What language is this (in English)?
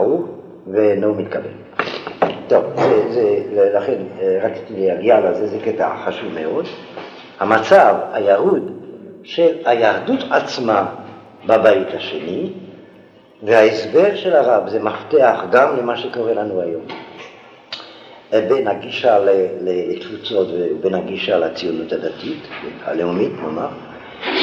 Hebrew